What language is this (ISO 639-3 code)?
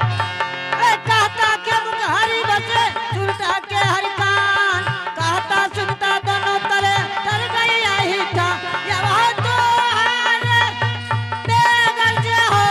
anp